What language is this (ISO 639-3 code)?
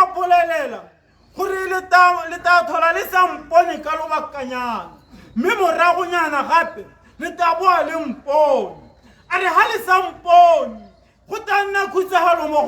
tsn